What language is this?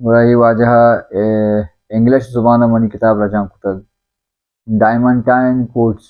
Baluchi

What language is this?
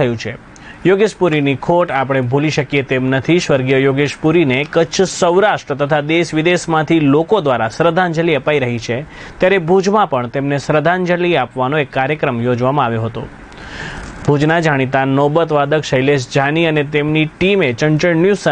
Gujarati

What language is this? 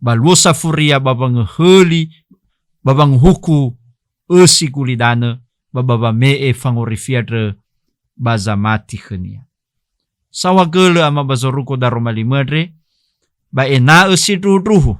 Nias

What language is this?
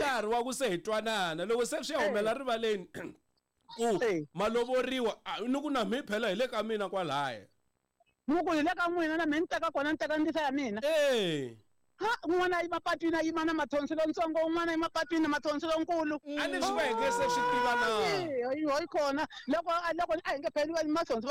Tsonga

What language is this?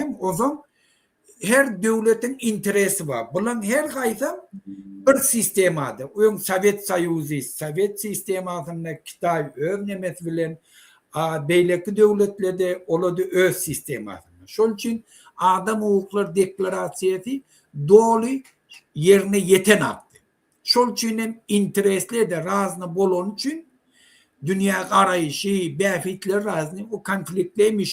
Turkmen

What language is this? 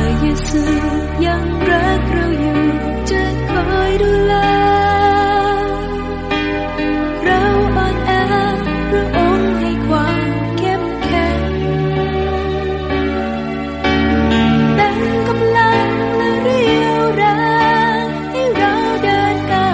Thai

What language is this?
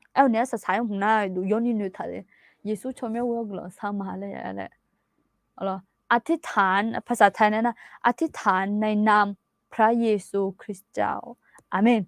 Akha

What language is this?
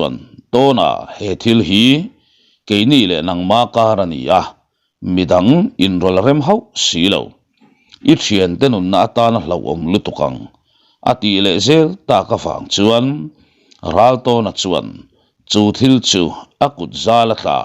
Mizo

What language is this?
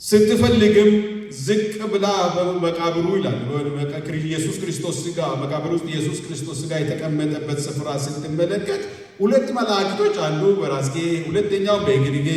Amharic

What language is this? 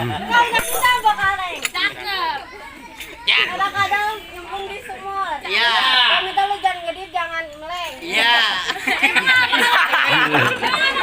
Betawi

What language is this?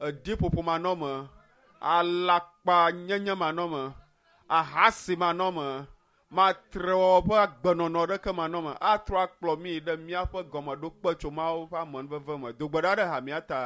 Ewe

